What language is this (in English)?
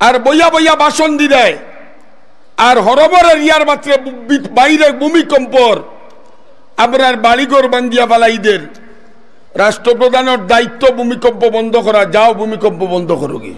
Sylheti